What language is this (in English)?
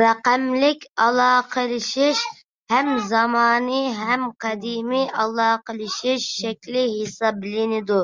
Uyghur